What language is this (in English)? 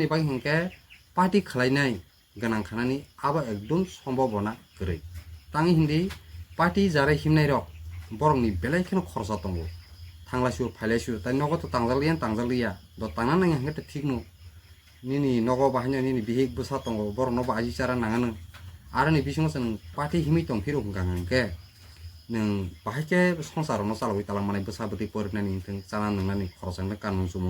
Kok Borok